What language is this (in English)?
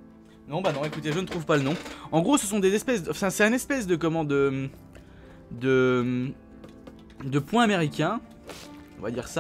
French